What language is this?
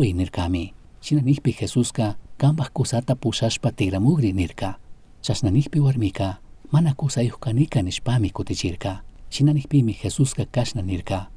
Chimborazo Highland Quichua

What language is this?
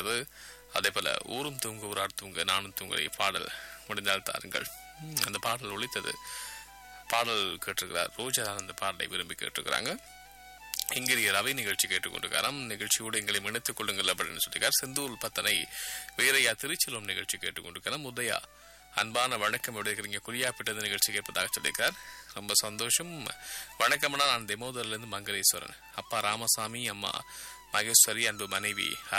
Tamil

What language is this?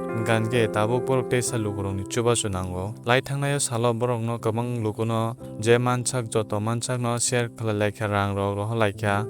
Kok Borok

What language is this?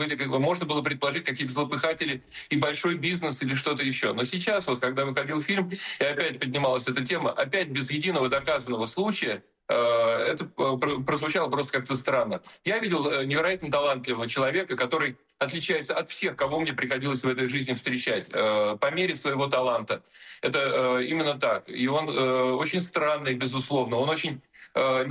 Russian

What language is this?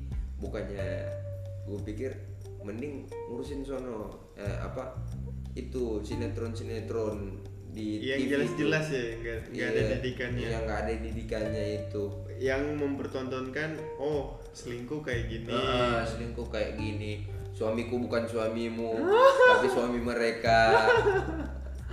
Indonesian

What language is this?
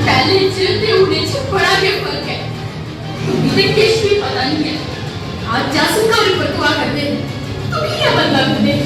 Dogri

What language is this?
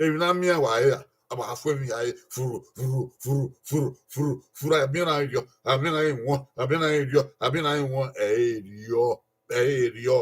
Bini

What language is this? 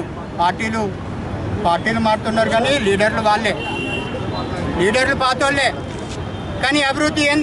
Telugu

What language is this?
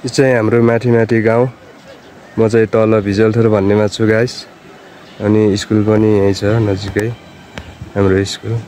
Nepali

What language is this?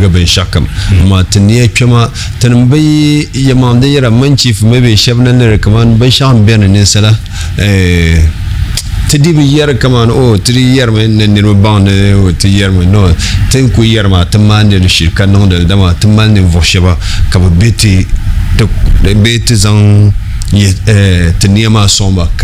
Dagbani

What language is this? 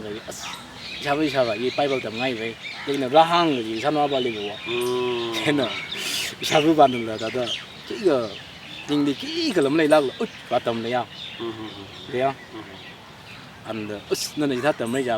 Tangkhul Naga (India)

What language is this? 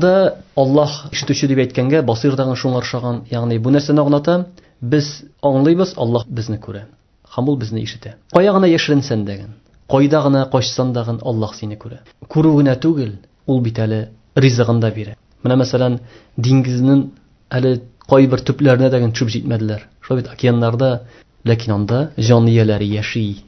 Tatar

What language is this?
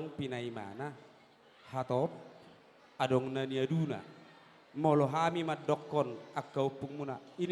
Batak Toba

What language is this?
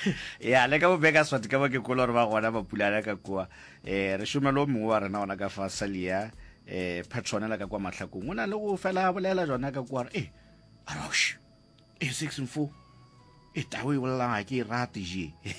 Northern Sotho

